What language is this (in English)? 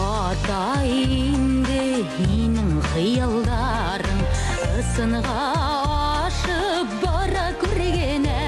Bashkir